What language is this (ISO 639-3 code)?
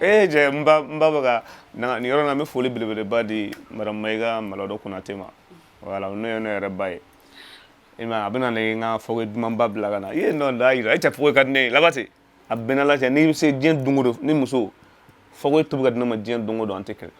bam